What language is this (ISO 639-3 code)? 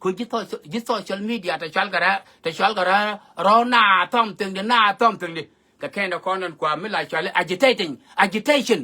nus